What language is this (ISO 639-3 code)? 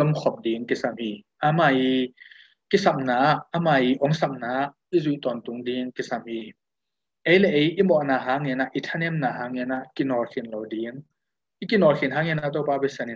ctd